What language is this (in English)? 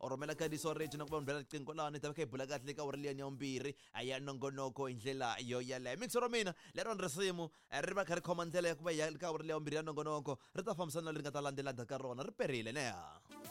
Tsonga